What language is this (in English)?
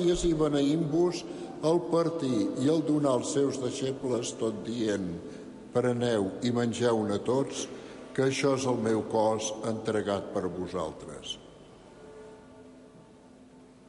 Catalan